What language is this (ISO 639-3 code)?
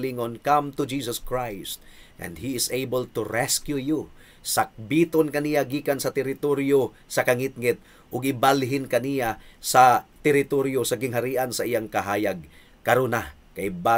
ceb